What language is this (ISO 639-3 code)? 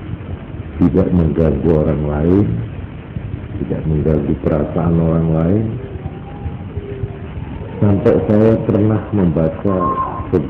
ind